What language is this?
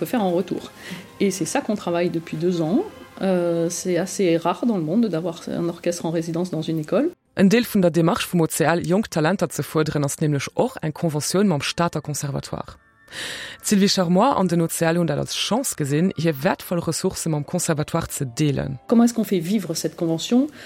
Luxembourgish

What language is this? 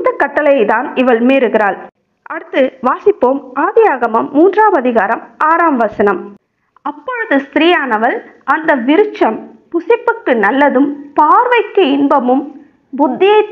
Tamil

